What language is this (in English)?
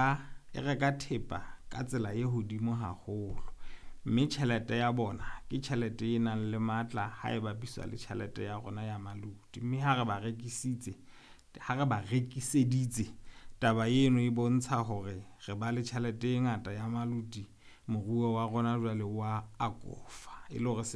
Southern Sotho